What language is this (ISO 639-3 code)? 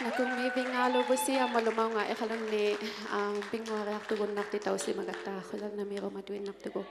iku